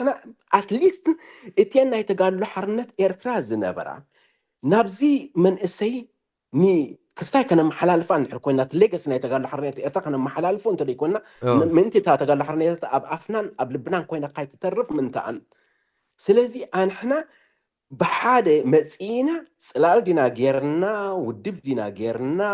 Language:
Tigrinya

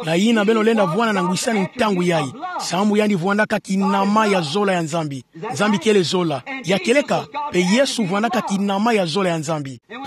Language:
Kituba (Democratic Republic of Congo)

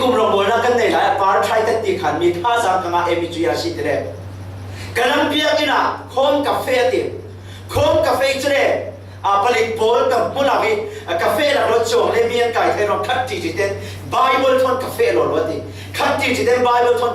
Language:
Falam Chin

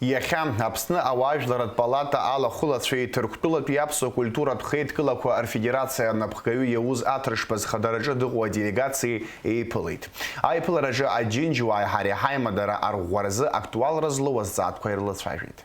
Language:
Abkhazian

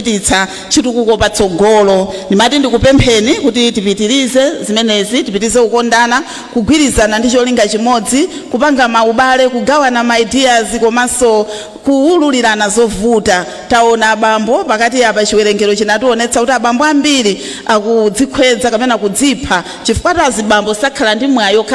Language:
Nyanja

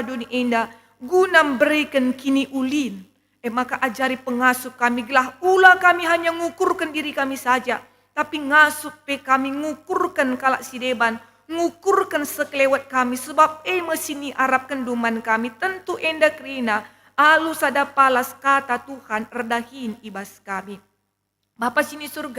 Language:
Batak Karo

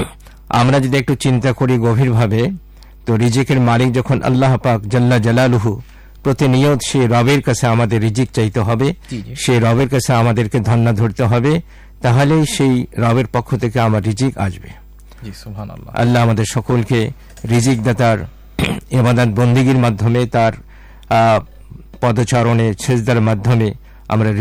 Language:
Bangla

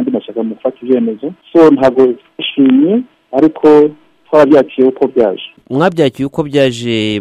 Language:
Kinyarwanda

